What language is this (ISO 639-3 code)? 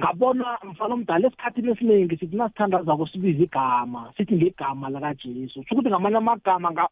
nbl